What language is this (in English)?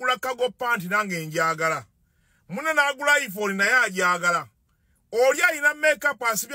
Ganda